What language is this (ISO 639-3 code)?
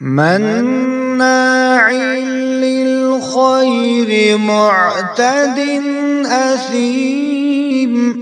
kas